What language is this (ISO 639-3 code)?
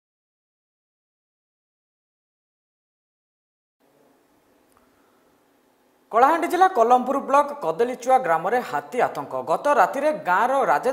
ori